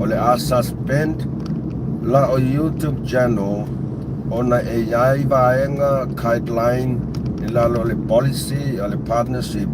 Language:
Samoan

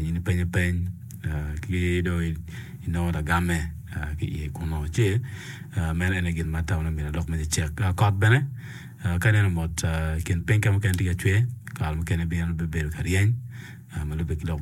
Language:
Acoli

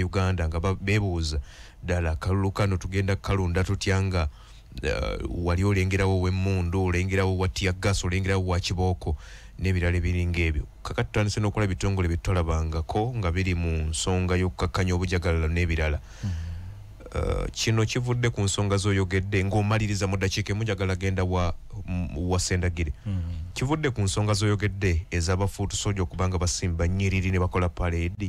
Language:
Ganda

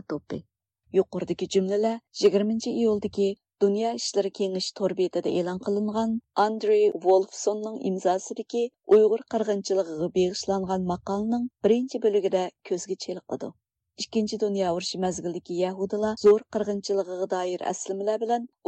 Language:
Uyghur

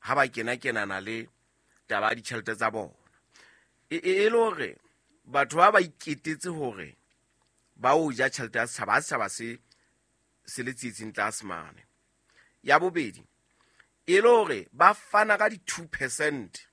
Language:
Southern Sotho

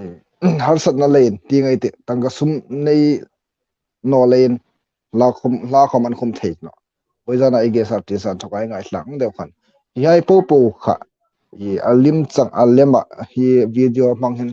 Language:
Hmar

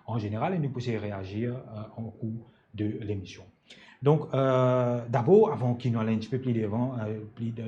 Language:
Morisyen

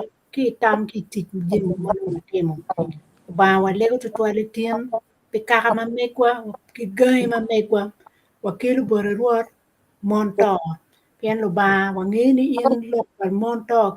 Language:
Acoli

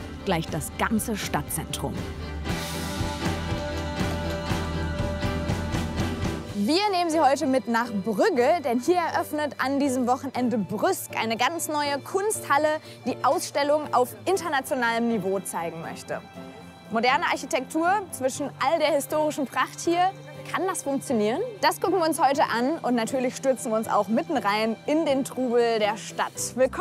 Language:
German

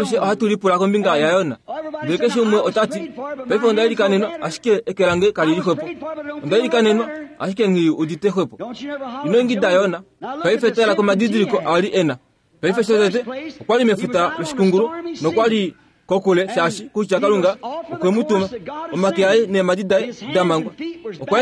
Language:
Kuanyama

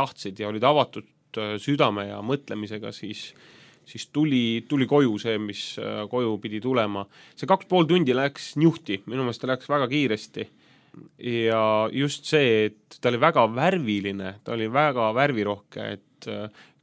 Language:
Estonian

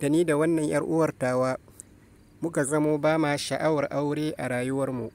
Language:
Hausa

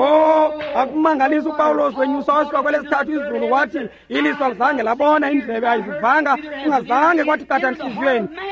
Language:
Xhosa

